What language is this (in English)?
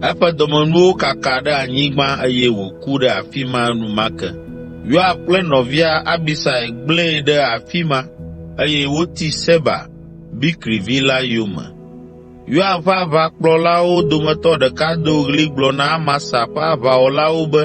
Ewe